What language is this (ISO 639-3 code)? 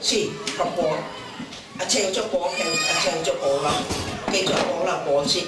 cnh